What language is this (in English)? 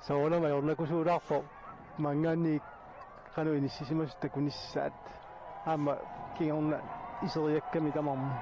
Kalaallisut